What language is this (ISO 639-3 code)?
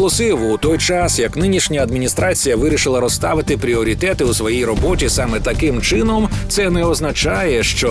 ukr